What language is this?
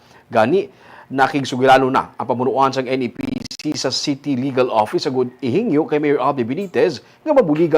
Hiligaynon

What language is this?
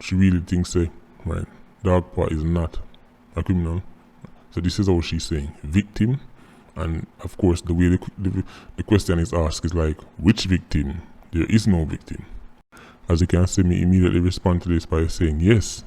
Jamaican Creole English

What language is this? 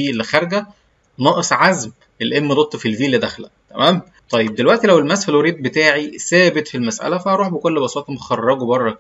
Egyptian Arabic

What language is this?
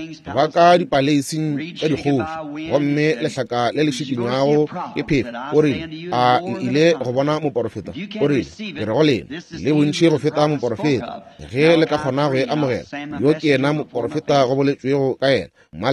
Northern Sotho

